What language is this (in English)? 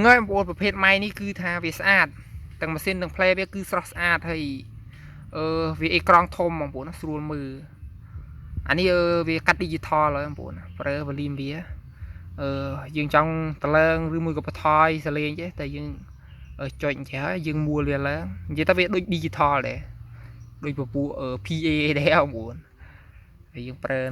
Khmer